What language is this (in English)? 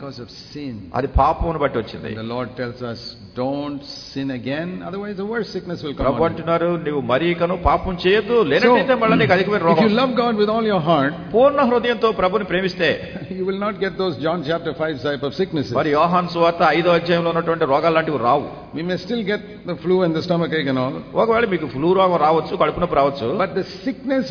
Telugu